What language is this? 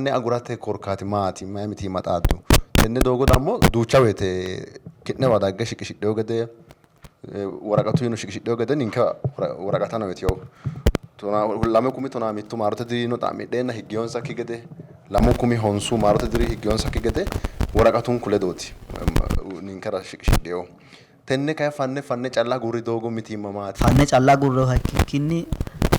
Sidamo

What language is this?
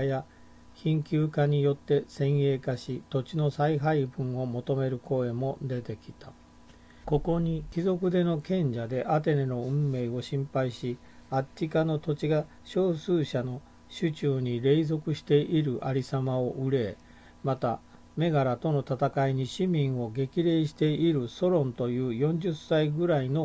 Japanese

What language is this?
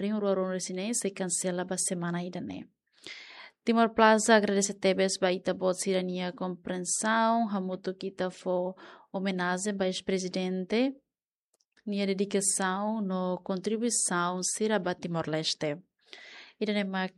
Tetum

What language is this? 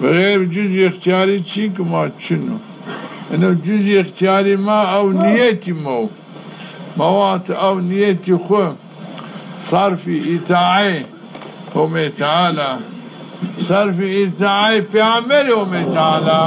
Zaza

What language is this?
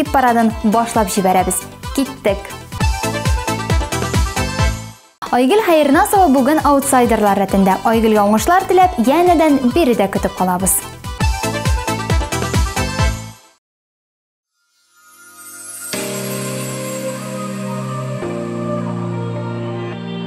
Tatar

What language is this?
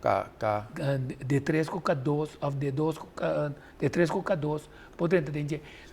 Papiamento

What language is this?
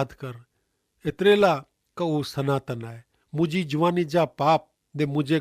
Kachhi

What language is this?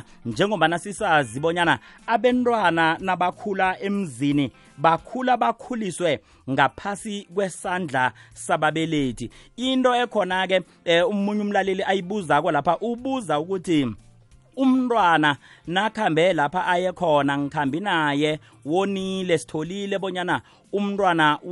South Ndebele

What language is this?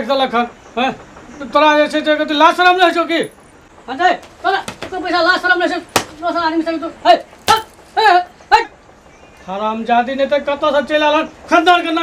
Maithili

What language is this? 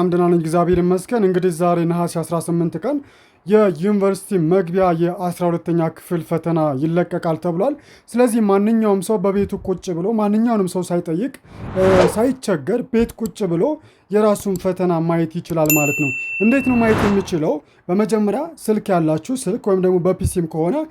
Amharic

